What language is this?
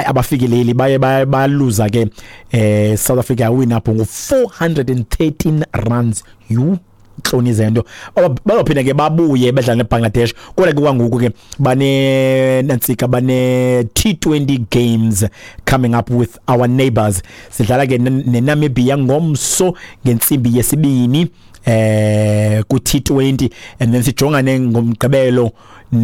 Xhosa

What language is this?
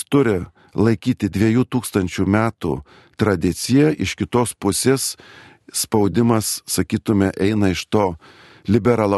Lithuanian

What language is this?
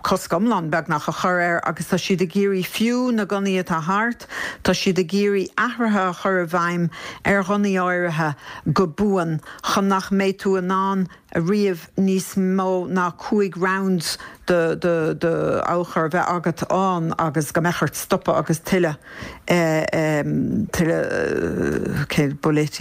Irish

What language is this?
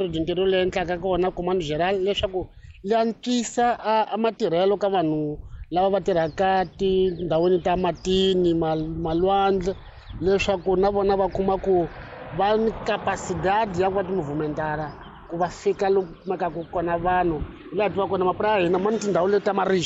Tsonga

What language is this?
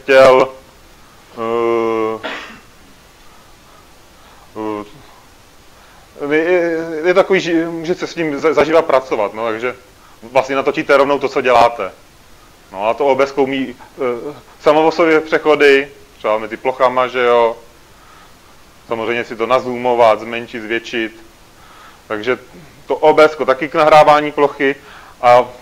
Czech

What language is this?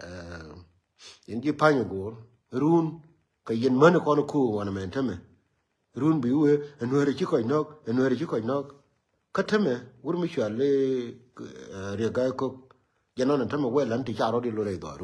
Nuer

